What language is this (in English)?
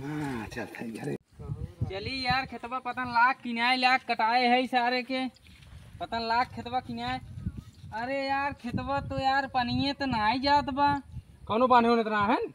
Awadhi